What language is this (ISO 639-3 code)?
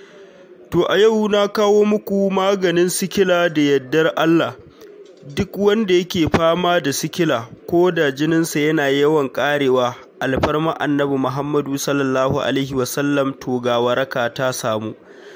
hau